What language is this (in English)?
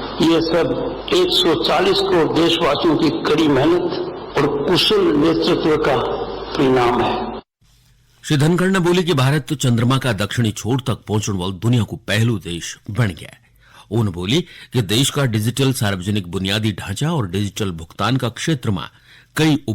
Garhwali